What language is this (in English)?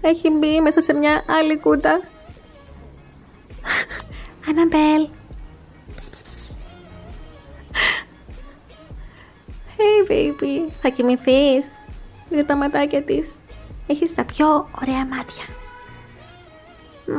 Greek